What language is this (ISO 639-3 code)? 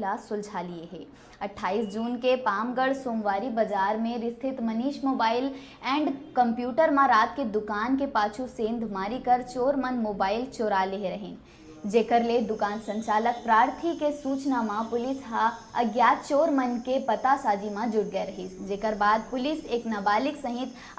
hne